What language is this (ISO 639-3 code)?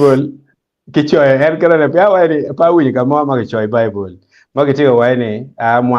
ach